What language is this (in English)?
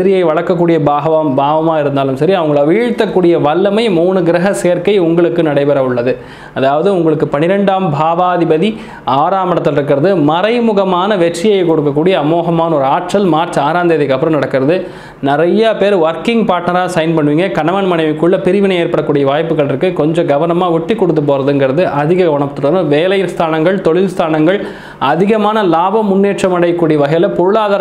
Tamil